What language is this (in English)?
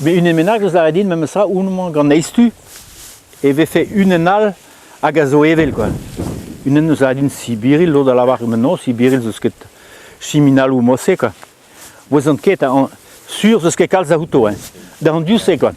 Breton